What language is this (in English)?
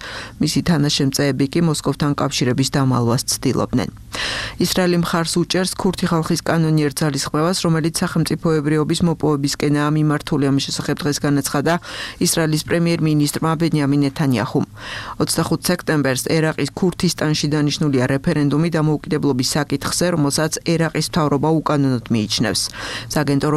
Georgian